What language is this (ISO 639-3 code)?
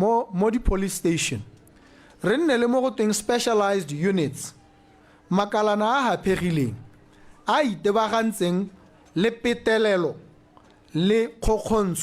tsn